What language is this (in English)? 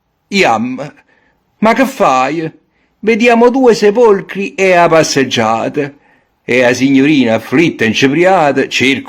Neapolitan